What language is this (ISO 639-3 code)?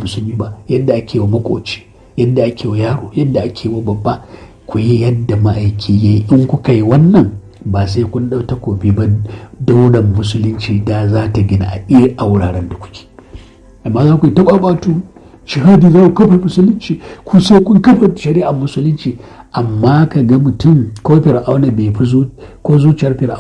hau